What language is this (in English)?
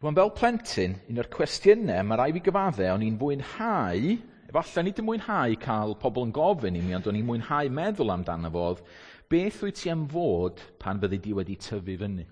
Welsh